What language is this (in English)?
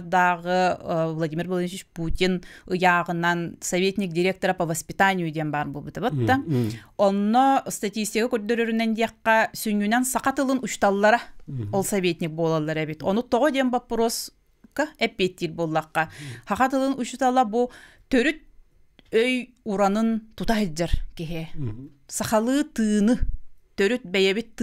Yakut